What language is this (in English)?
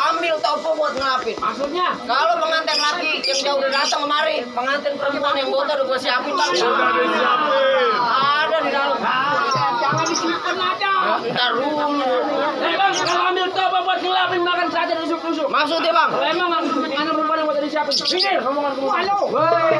Betawi